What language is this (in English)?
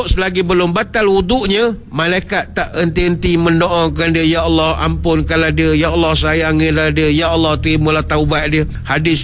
Malay